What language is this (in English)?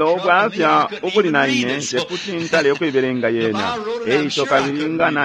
Bemba